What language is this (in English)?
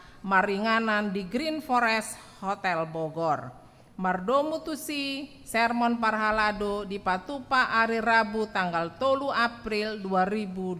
Batak Toba